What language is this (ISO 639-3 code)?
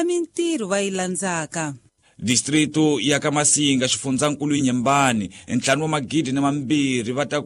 tso